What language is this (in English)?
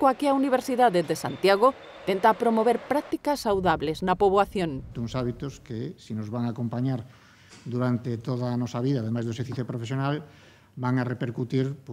Galician